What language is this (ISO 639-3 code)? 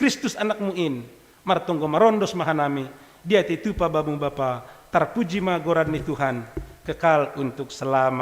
bts